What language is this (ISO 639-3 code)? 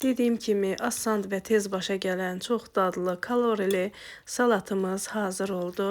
aze